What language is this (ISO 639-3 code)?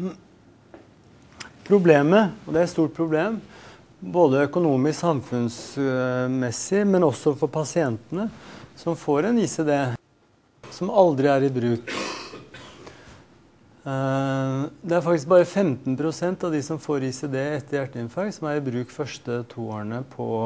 nor